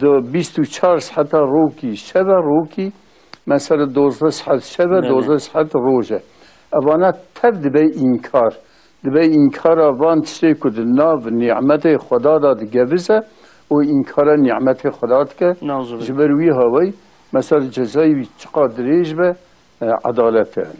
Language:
Kurdish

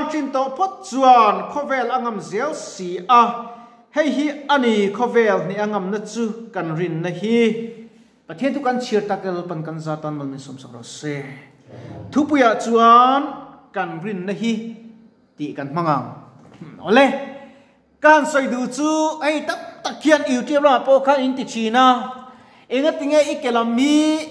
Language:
Mizo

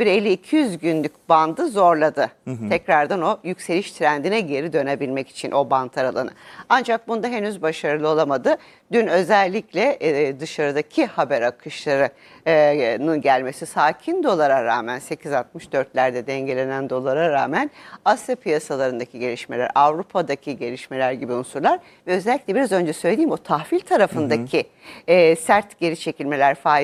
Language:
Turkish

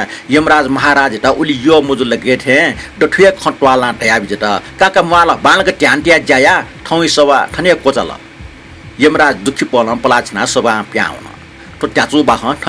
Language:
Newari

